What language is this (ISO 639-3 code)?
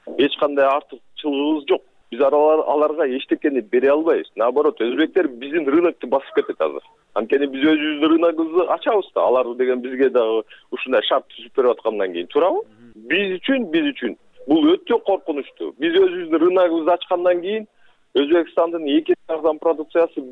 kir